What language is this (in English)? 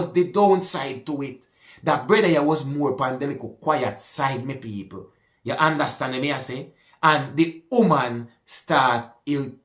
Jamaican Creole English